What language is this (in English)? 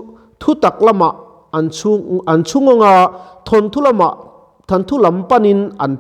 Mizo